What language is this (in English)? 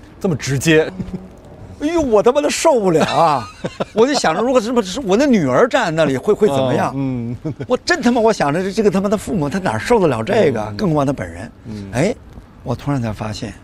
Chinese